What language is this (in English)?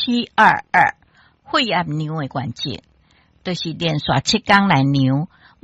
Min Nan Chinese